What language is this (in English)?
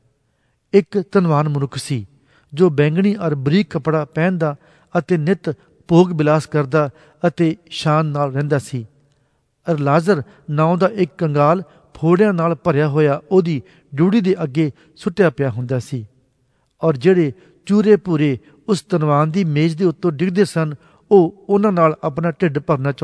Punjabi